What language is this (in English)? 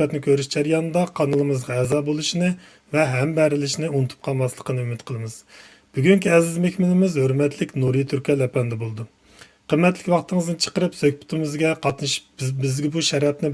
Uyghur